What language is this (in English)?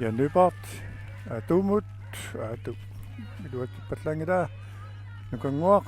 Kalaallisut